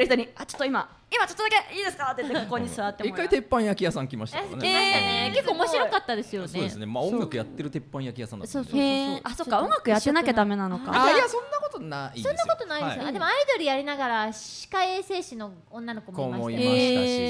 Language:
Japanese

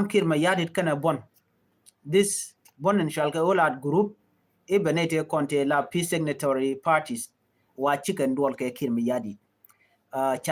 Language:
Nuer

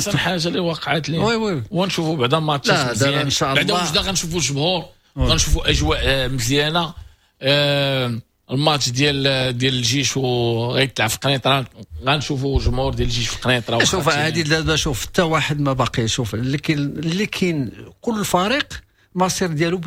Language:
Moroccan Arabic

